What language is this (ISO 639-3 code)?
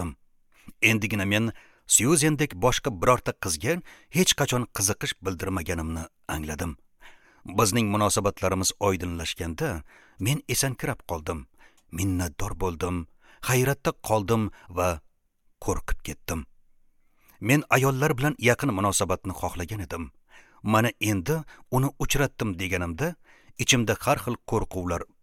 uzb